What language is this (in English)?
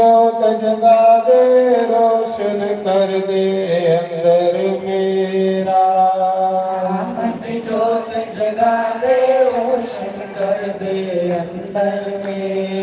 Dogri